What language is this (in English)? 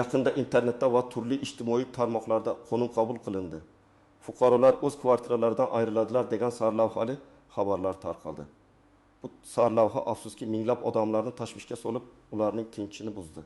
Uzbek